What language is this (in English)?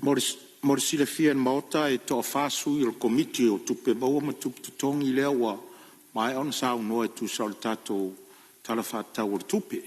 Samoan